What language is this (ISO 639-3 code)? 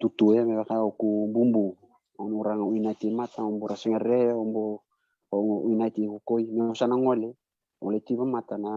fij